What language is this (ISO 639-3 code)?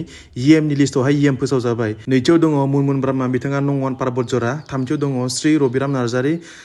brx